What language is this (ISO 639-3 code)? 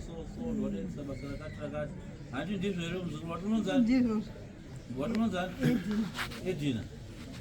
sna